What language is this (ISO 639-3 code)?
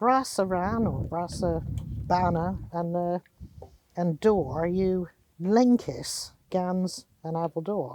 cor